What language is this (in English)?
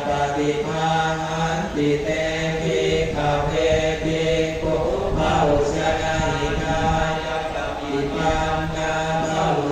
Pali